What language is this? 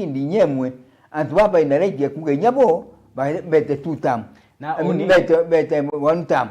Meru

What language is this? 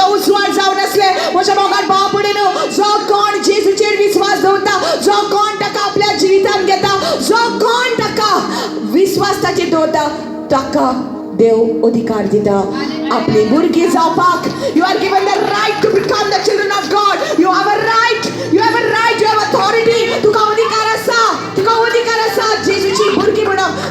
Konkani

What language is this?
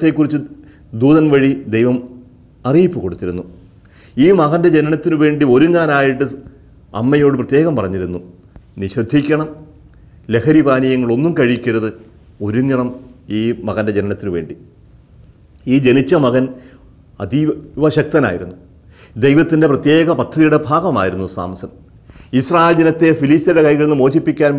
Malayalam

